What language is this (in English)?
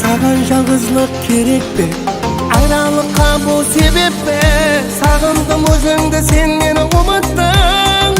Kara-Kalpak